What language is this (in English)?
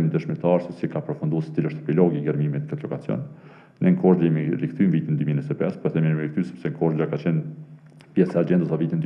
Albanian